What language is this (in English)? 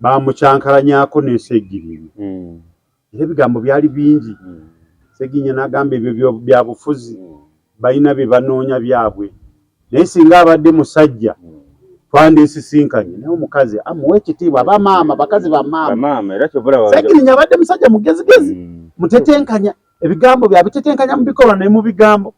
Ganda